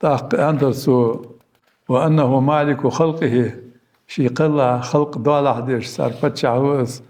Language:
Ingush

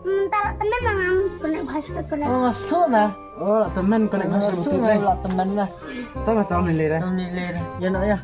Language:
Khasi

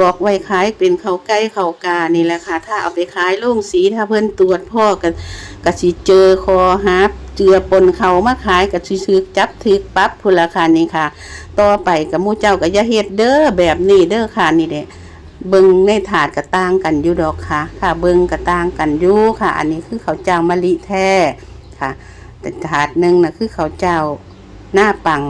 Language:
Northeastern Thai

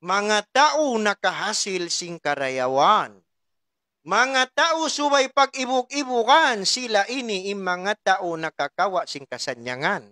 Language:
Tausug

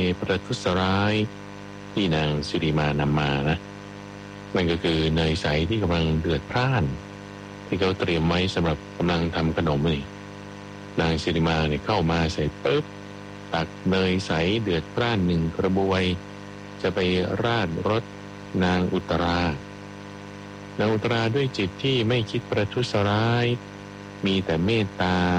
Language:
Thai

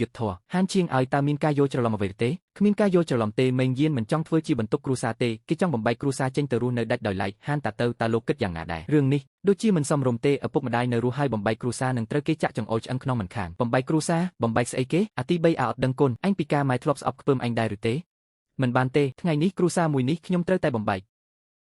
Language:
Khmer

